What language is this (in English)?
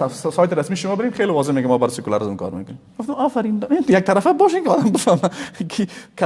Persian